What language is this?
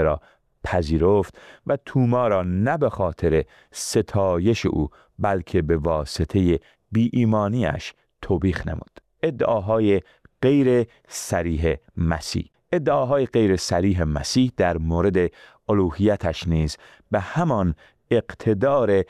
Persian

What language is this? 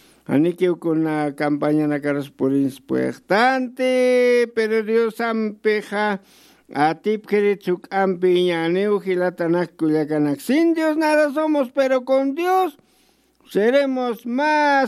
Aymara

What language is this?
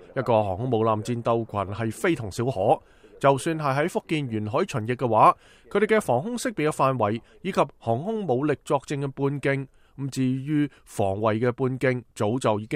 Cantonese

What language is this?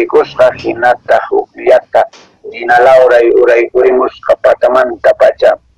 Quechua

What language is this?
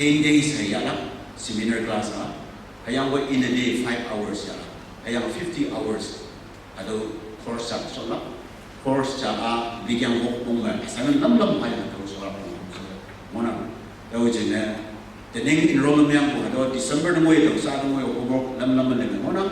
Konyak Naga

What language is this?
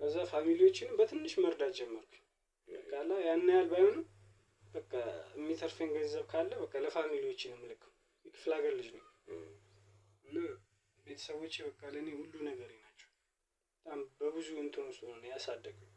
Amharic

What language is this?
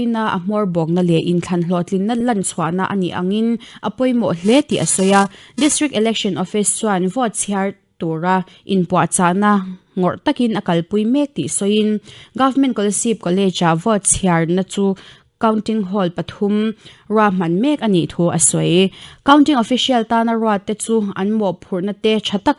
Mizo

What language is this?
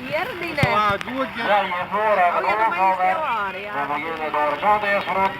Western Frisian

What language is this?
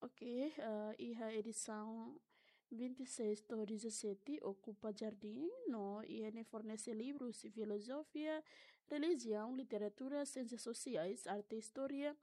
Tetum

